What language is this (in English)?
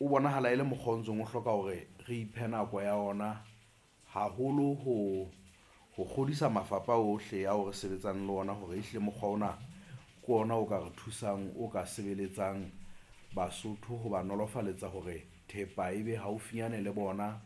Southern Sotho